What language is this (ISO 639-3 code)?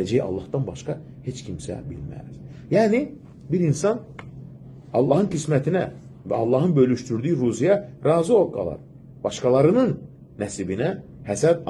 aze